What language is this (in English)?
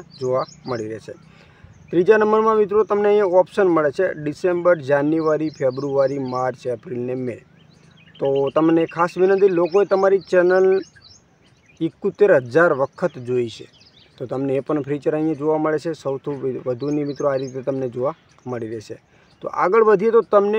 Gujarati